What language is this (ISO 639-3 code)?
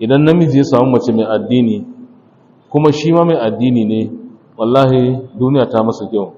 hau